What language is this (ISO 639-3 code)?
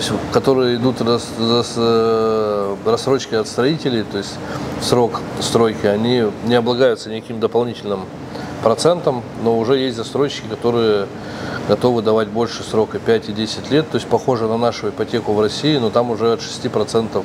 rus